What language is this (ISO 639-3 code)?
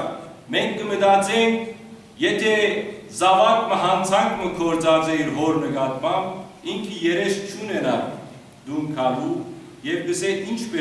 hyw